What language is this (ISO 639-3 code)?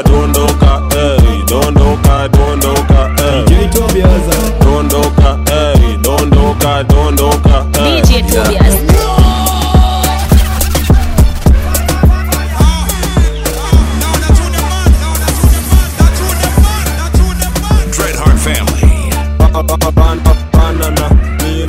swa